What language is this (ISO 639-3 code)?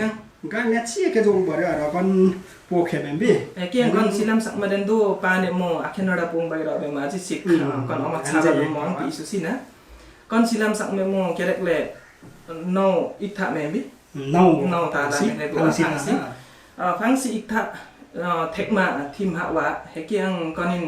lif